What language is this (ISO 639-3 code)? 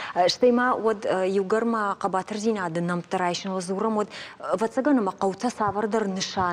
oss